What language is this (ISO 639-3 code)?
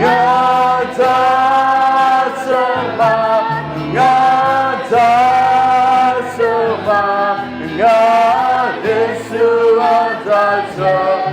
ahk